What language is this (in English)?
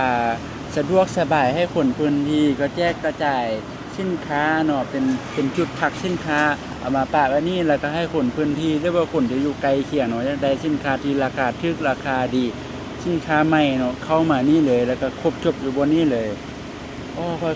Lao